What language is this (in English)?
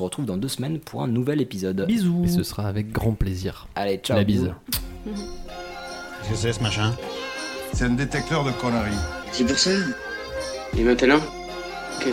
French